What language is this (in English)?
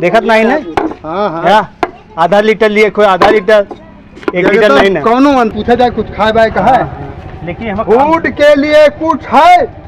Awadhi